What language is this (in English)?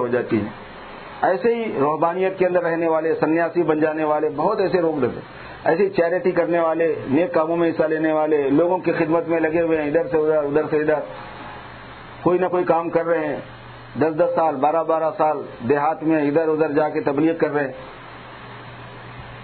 Urdu